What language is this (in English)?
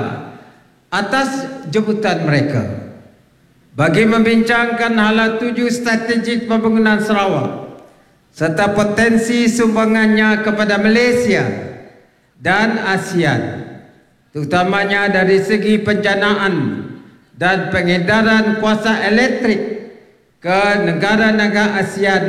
Malay